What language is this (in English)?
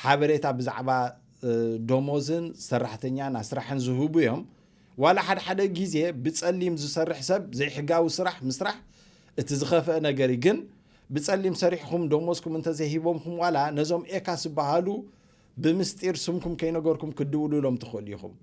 Tigrinya